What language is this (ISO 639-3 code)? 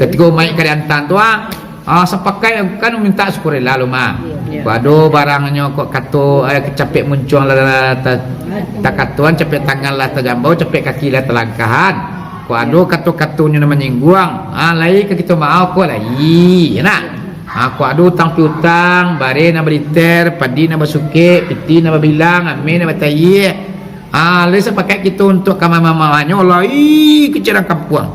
min